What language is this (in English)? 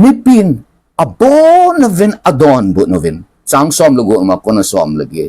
Thado Chin